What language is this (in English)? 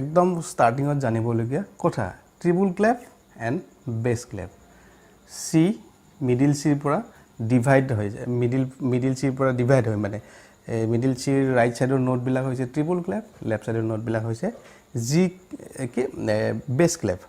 Assamese